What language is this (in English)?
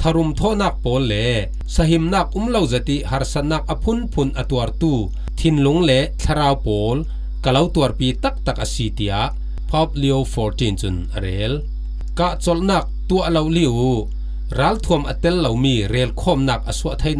Falam Chin